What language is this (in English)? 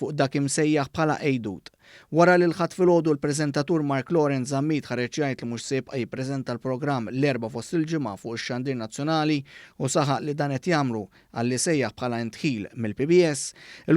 Maltese